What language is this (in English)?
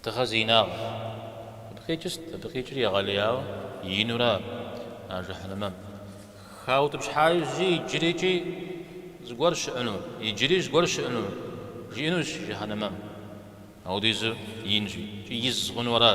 Kabardian